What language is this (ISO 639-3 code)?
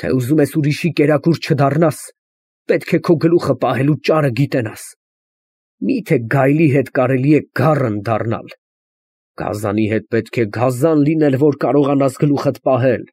hye